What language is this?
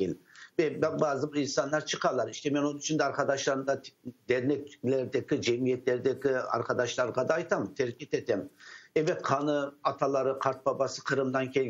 Crimean Tatar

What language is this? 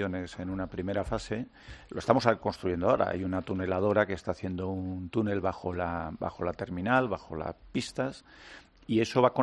Spanish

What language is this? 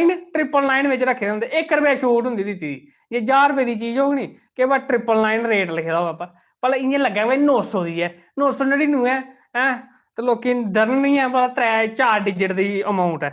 Dogri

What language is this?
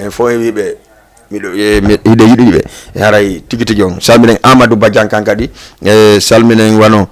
Fula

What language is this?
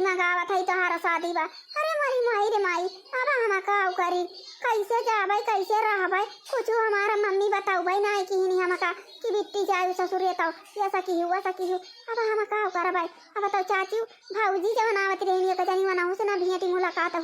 Awadhi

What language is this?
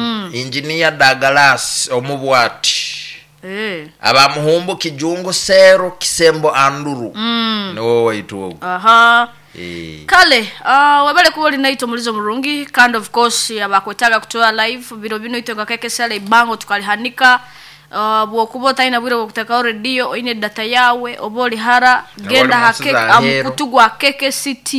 Nyoro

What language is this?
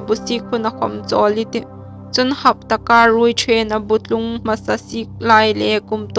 Hmar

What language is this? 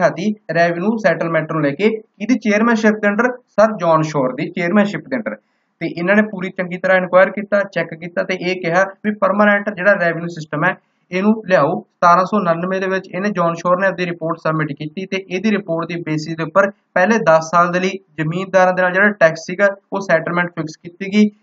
Punjabi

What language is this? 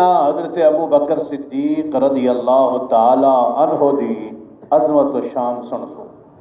Saraiki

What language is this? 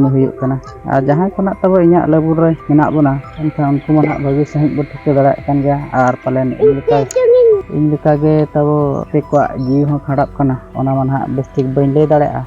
Santali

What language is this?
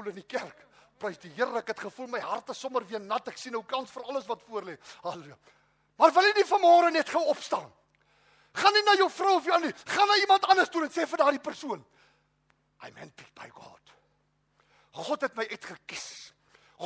Afrikaans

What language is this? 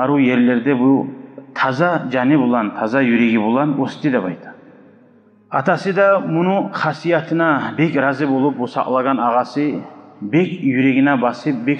Kumyk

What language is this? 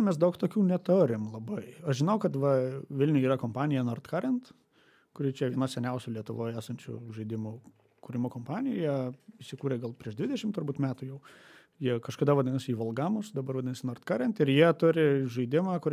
Lithuanian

